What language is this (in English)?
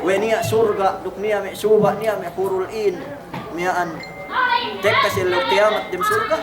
Yakan